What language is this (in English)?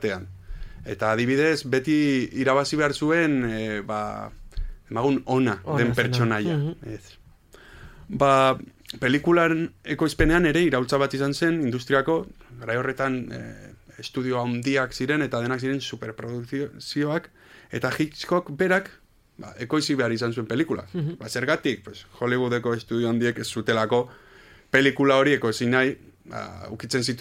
Basque